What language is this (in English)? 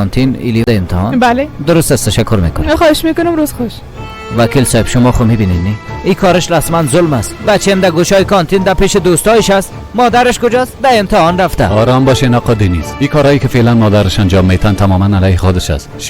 Persian